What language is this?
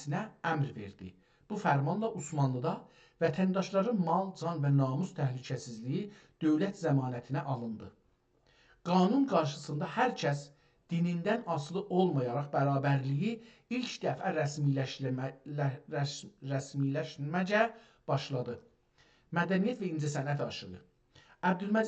South Azerbaijani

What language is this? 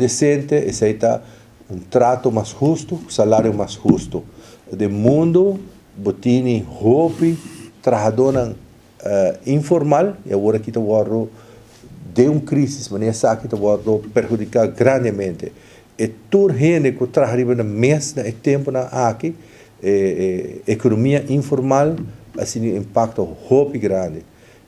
Papiamento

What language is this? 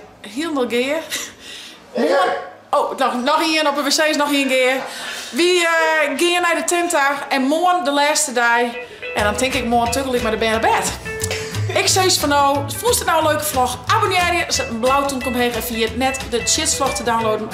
Western Frisian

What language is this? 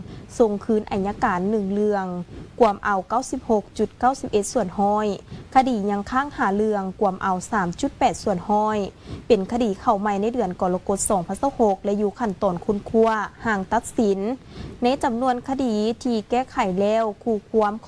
Lao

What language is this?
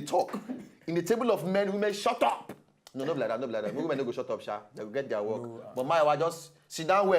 Nigerian Pidgin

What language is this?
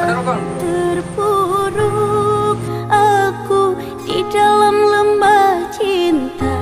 Makassar Malay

